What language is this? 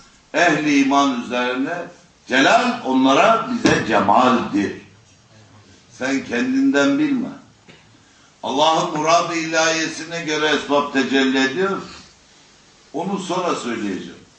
Turkish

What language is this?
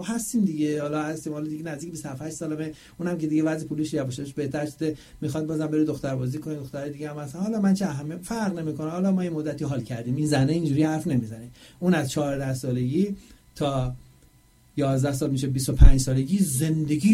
Persian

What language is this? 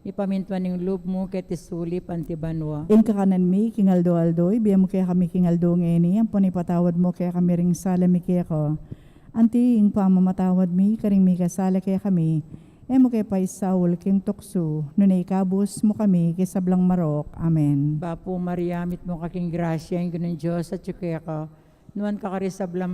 Pampanga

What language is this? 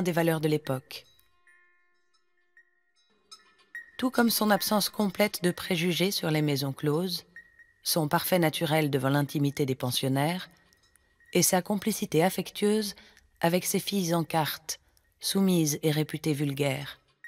French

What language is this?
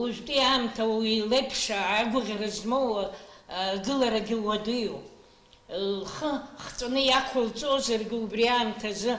Abkhazian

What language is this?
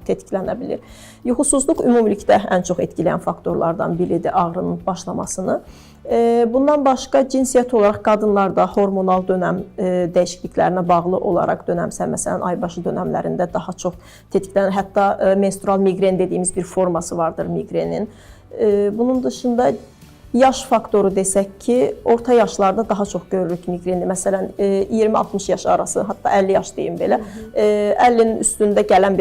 Azerbaijani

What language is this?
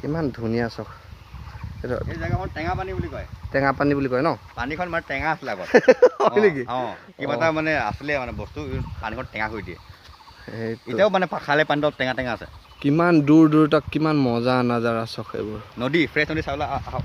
Assamese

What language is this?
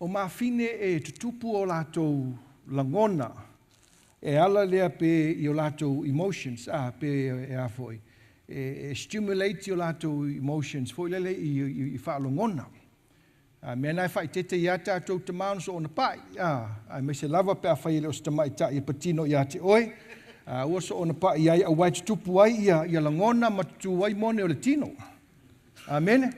Samoan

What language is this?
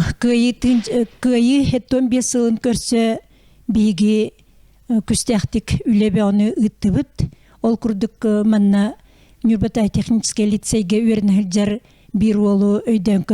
Yakut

